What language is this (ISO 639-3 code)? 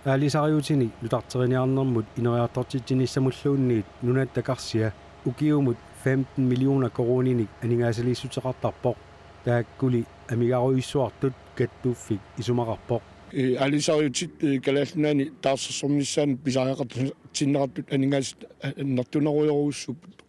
kal